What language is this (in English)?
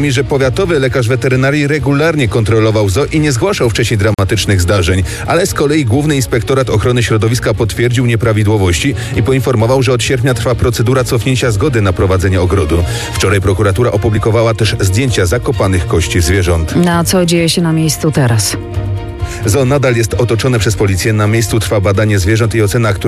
Polish